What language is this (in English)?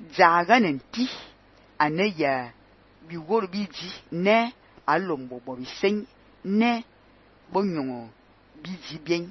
Fang